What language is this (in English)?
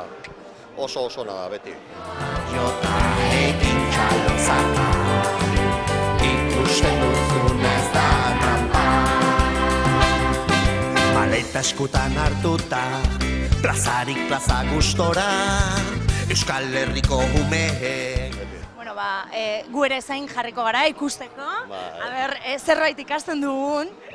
Basque